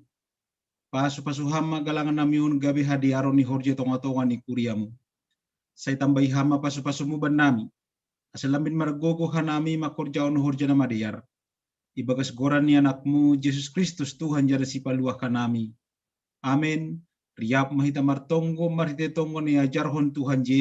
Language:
Batak Simalungun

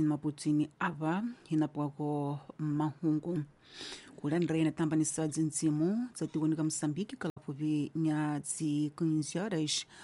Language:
Tsonga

